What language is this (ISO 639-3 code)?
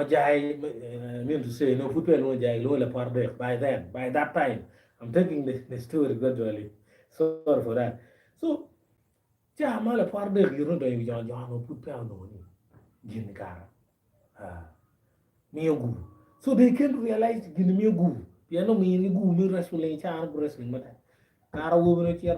ach